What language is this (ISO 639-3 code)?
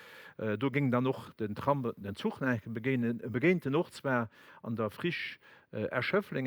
ltz